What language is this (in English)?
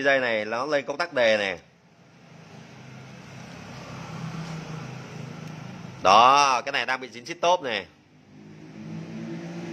Vietnamese